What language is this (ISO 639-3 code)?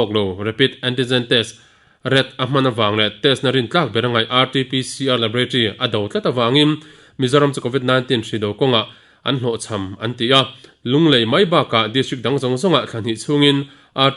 lus